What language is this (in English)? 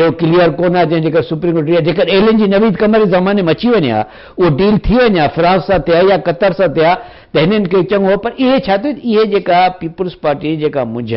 Sindhi